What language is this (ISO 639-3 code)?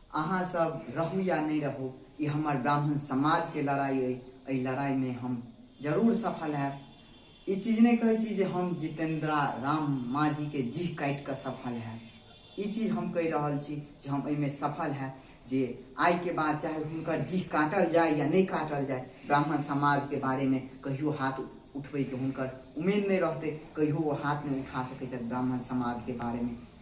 mai